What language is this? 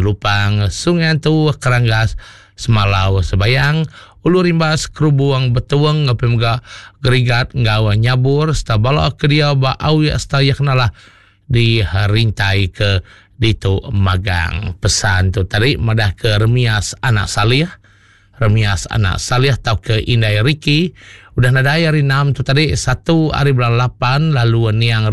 Iban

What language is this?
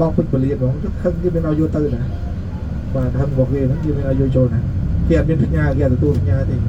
Khmer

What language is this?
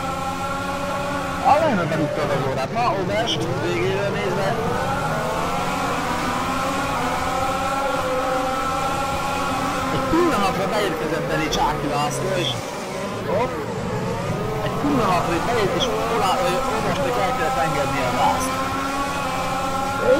Hungarian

